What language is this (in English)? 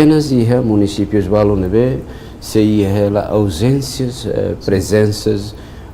Tetum